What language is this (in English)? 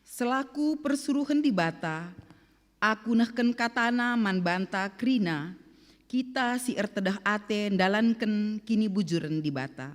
Batak Karo